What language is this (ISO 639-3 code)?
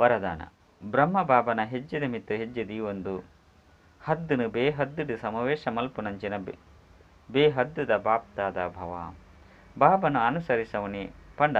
tcy